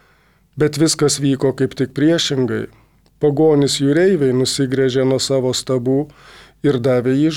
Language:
Lithuanian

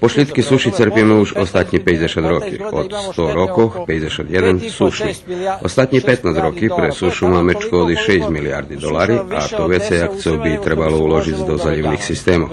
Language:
Rusyn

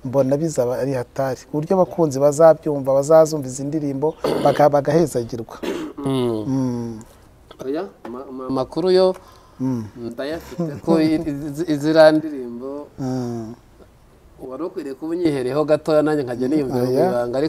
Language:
Kinyarwanda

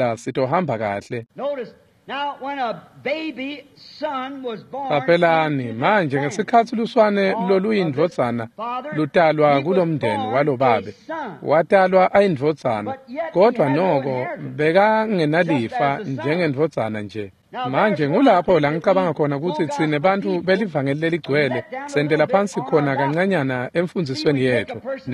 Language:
Swati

